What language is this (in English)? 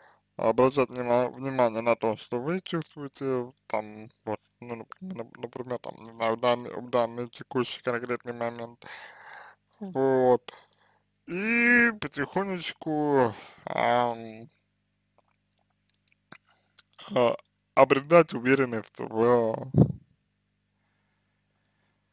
Russian